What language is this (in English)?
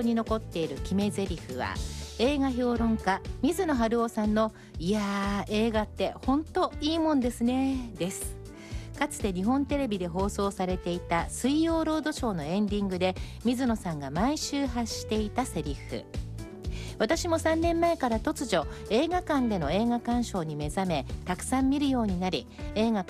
Japanese